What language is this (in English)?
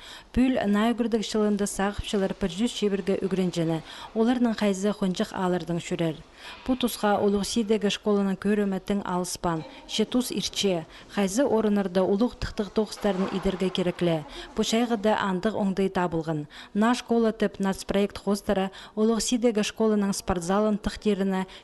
Khakas